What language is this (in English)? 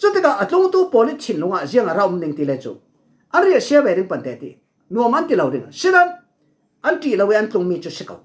Falam Chin